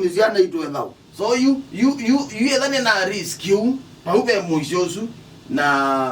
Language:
Kamba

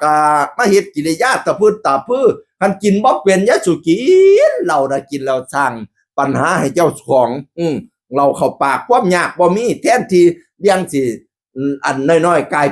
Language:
Northeastern Thai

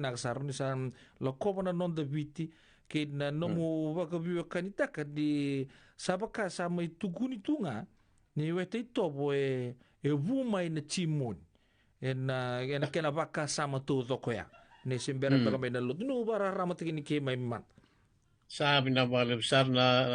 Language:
Fijian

